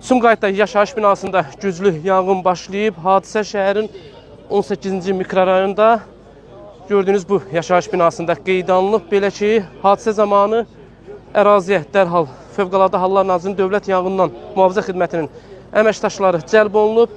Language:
Azerbaijani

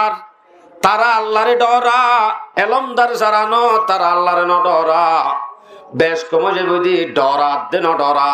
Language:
Rohingya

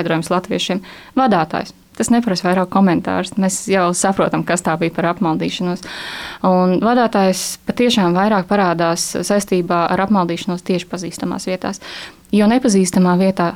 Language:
Latvian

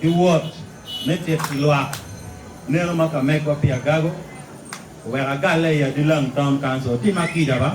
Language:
Acoli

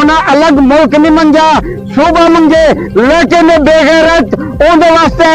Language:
Saraiki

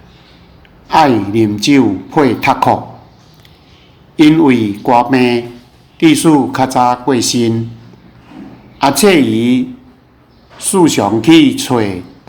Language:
Min Nan Chinese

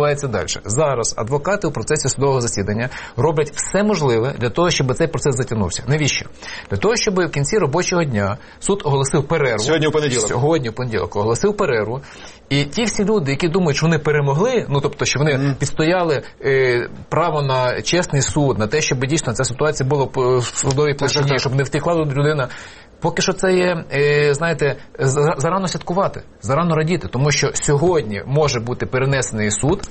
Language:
Ukrainian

